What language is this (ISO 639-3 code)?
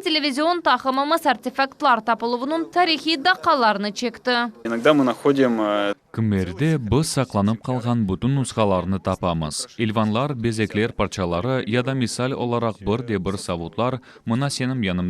crh